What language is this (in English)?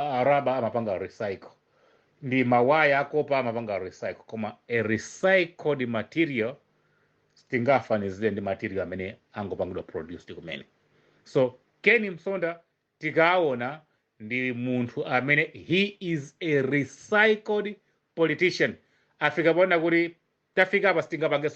Nyanja